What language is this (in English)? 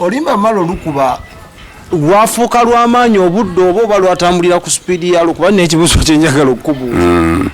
Ganda